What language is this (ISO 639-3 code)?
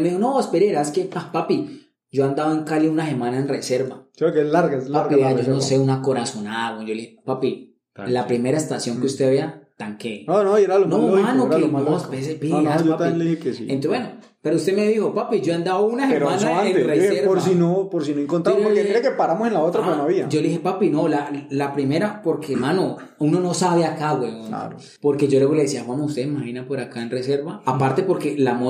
spa